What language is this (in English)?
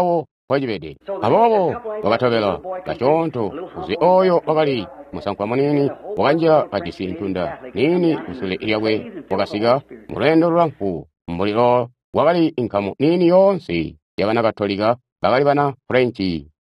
Tonga (Zambia)